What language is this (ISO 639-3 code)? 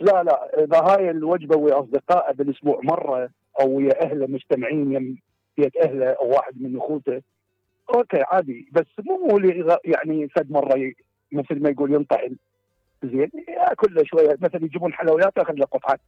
acm